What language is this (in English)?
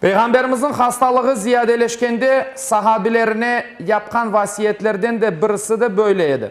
Crimean Tatar